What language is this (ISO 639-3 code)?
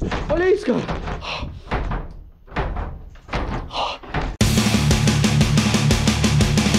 por